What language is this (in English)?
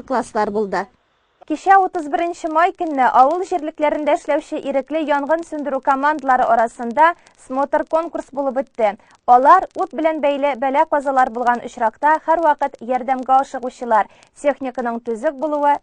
Tatar